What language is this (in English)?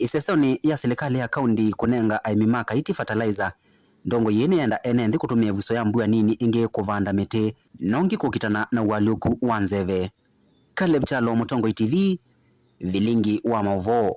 Kamba